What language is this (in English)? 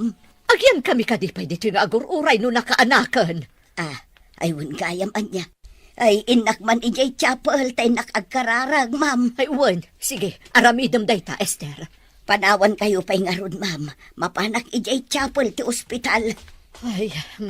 Iloko